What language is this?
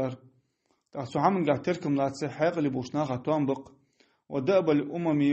Ingush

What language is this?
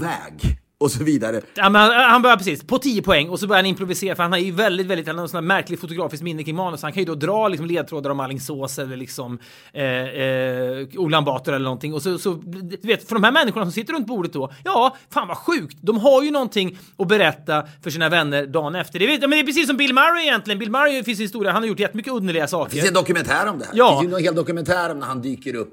Swedish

